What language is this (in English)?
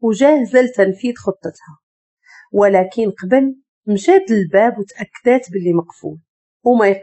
Moroccan Arabic